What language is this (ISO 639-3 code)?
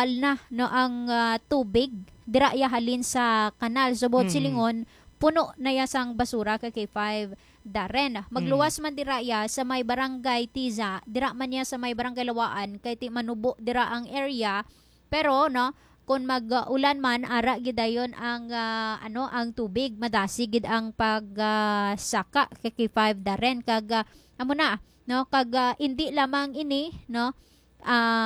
hil